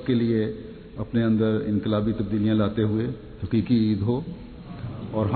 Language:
Urdu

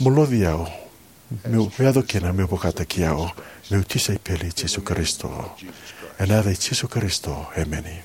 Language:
Fijian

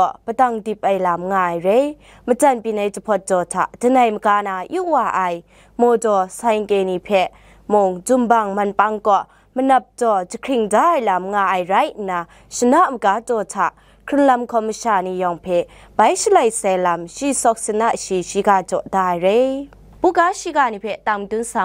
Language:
Kachin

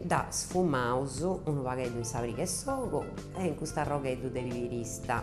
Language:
Sardinian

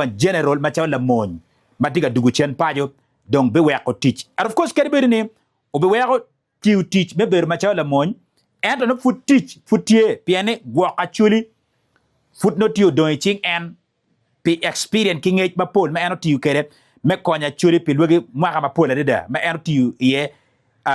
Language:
Acoli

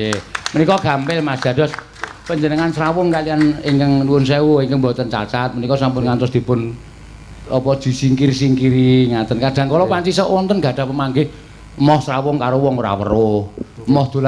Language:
Javanese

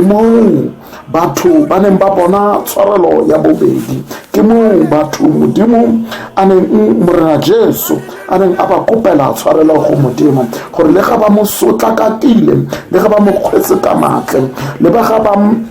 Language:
Tswana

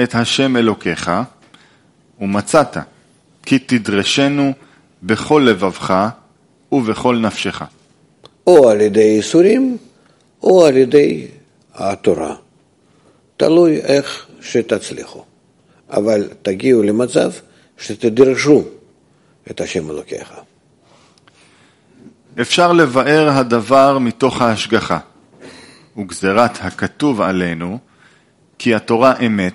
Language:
Hebrew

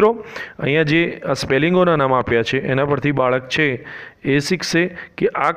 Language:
Gujarati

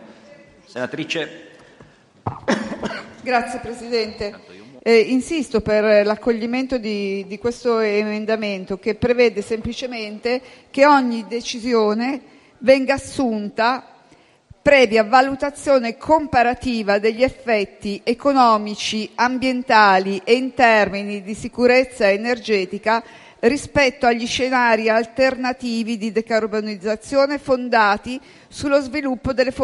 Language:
Italian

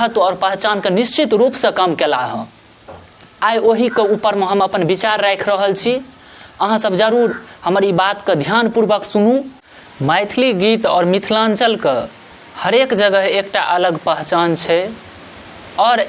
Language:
Maithili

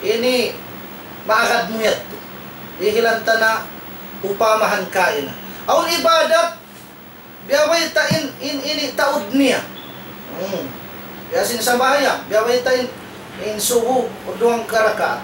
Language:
Tausug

